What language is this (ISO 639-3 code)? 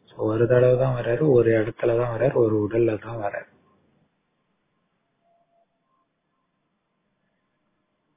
tam